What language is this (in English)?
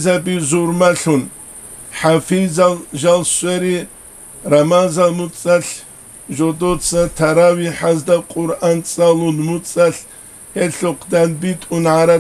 Avaric